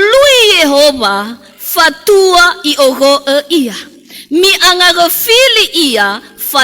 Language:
Nias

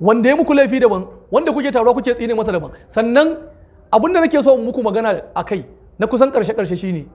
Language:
Hausa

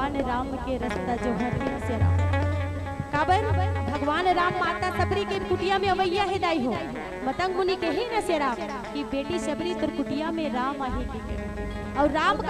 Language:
Chhattisgarhi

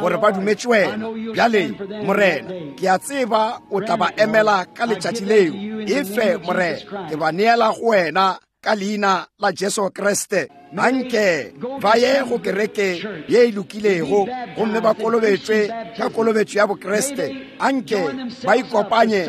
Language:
Northern Sotho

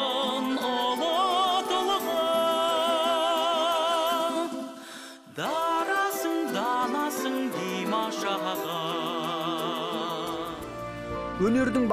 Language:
Kazakh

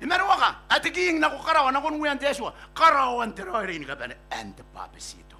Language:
Gilbertese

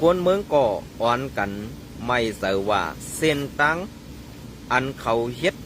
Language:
Shan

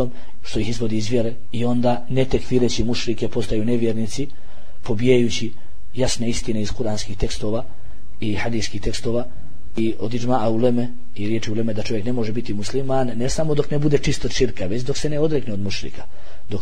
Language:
Bosnian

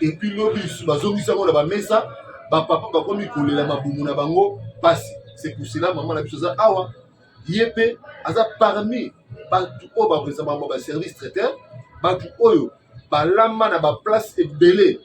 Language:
Lingala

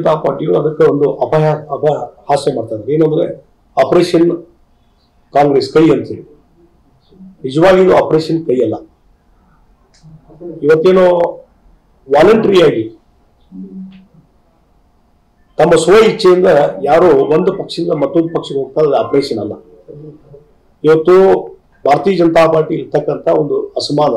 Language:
Kannada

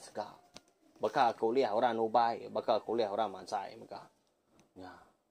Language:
Iban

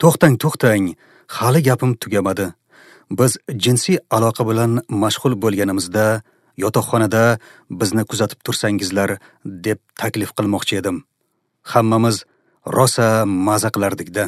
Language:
Uzbek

